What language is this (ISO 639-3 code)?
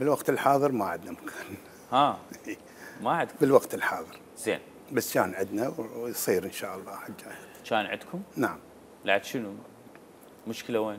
acm